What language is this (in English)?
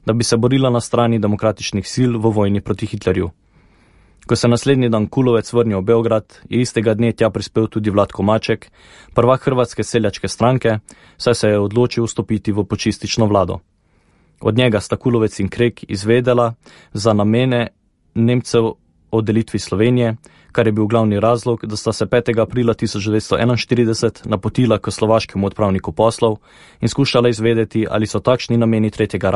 Slovenian